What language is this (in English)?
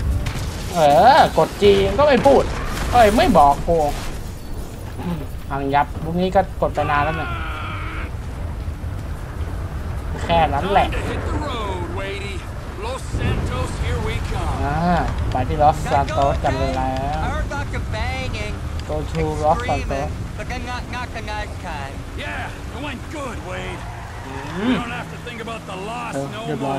Thai